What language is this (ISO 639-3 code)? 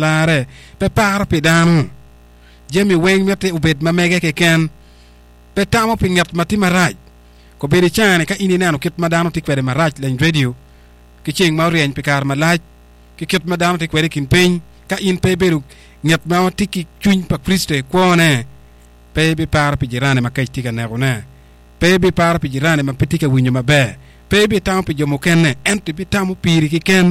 ach